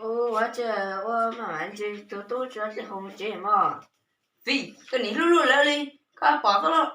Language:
Hmong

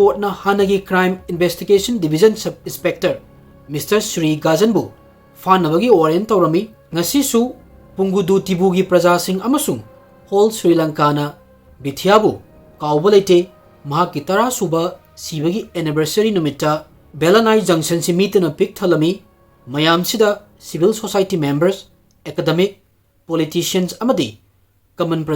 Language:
Manipuri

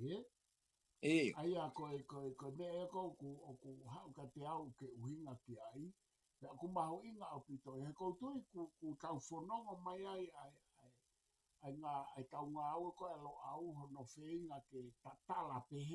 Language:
Tongan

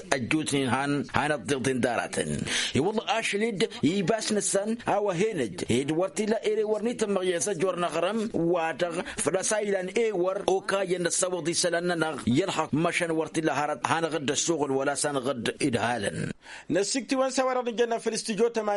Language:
Tamasheq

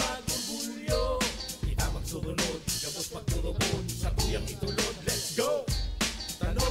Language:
Bikol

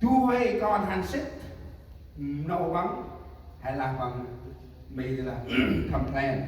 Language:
Central Mnong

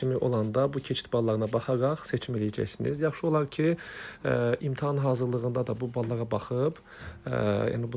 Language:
Azerbaijani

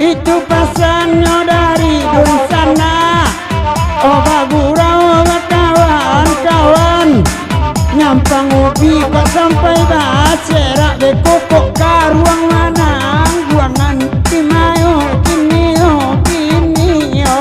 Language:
Minangkabau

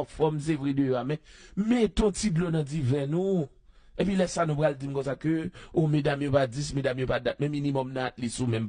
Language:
Haitian Creole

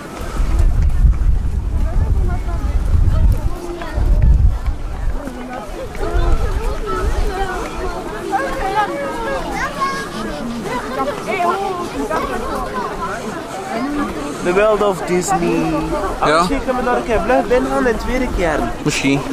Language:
Dutch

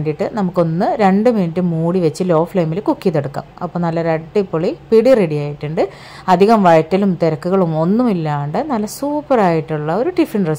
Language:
Malayalam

